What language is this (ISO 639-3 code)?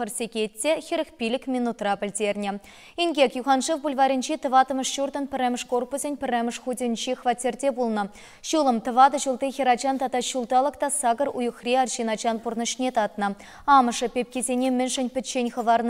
chv